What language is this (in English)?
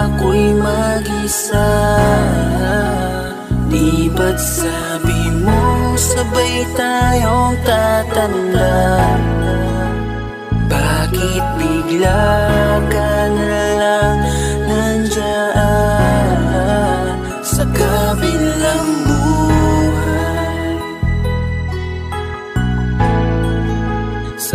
Filipino